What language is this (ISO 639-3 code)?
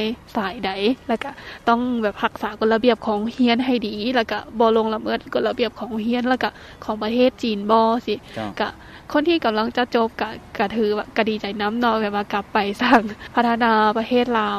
lao